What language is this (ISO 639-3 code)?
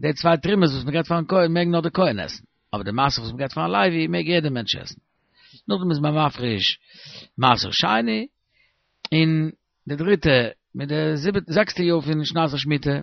yid